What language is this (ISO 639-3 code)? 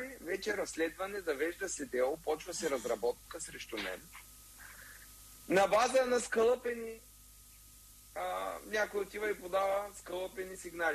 bul